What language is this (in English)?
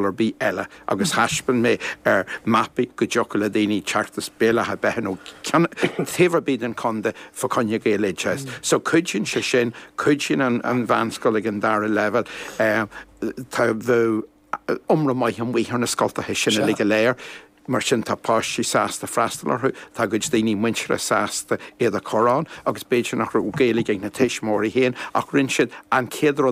Irish